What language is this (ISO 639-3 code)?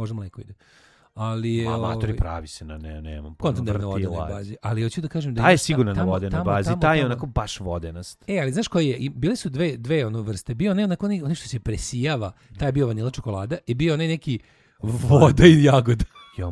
srp